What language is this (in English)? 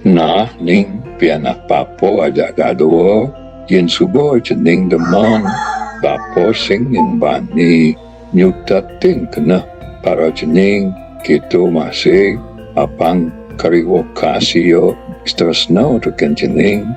Balinese